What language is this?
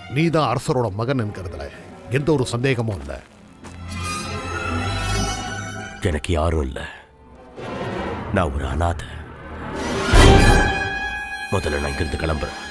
Tamil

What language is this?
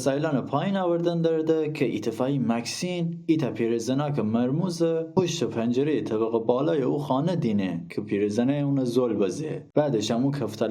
Gilaki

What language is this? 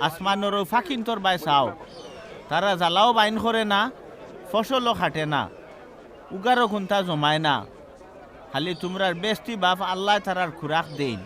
Sylheti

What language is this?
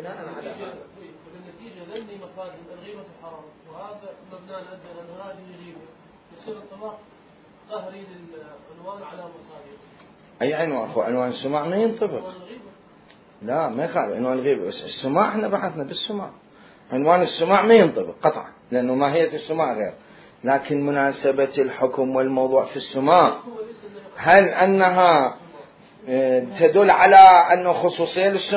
Mesopotamian Arabic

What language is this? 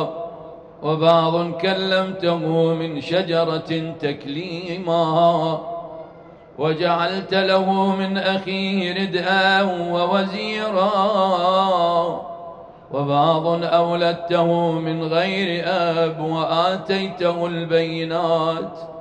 Arabic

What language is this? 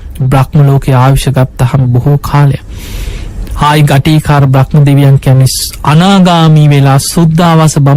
Sinhala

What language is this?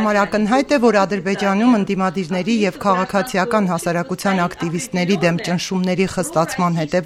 Armenian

